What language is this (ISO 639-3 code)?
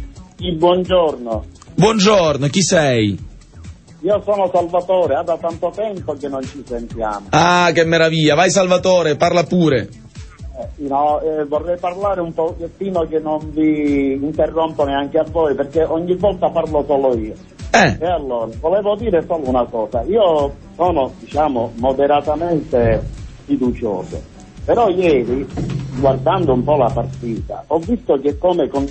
ita